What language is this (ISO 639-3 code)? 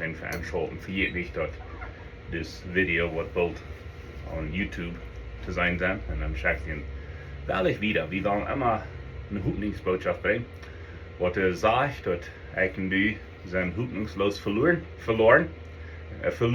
pdt